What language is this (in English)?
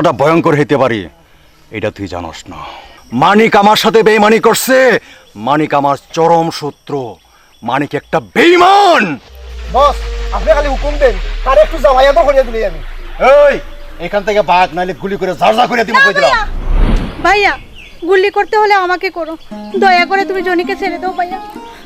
Sylheti